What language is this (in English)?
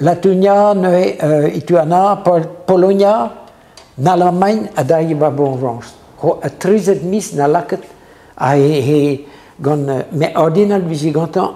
Breton